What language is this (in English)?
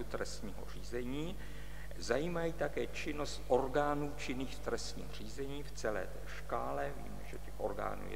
Czech